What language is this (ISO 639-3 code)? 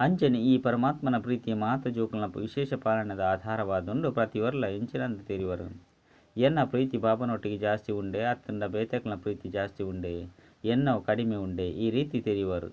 tcy